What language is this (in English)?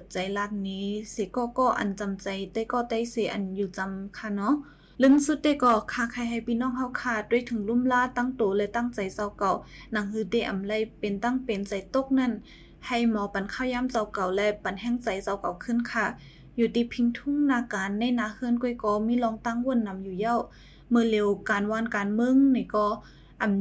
Shan